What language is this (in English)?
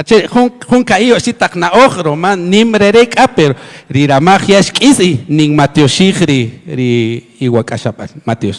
Kaqchikel